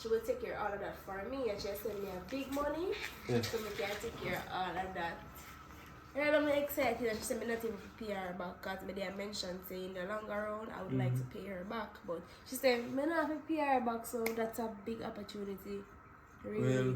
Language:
Jamaican Creole English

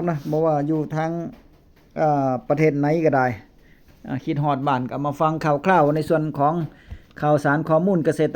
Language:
Northeastern Thai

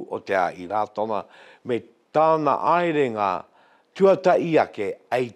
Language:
Māori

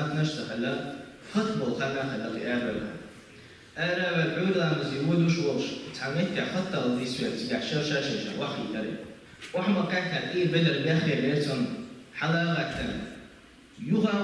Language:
Chechen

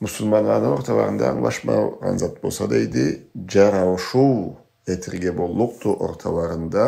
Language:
Karachay-Balkar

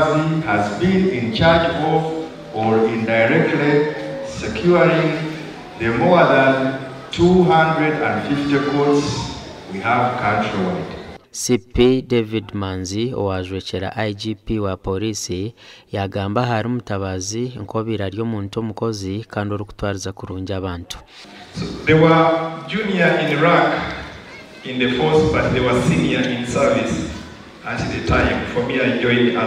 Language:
Nyankole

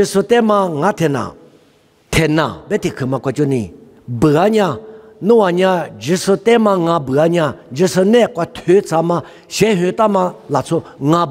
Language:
Lisu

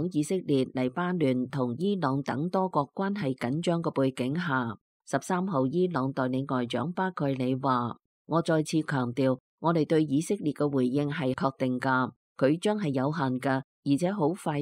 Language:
Cantonese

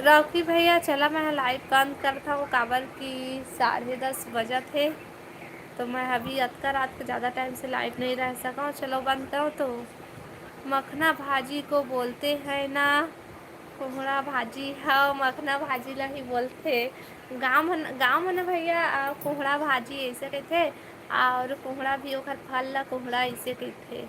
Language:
Chhattisgarhi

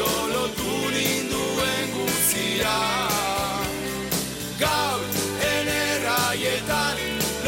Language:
Basque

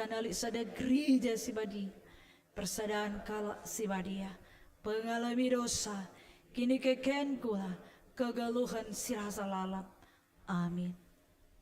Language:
Batak Karo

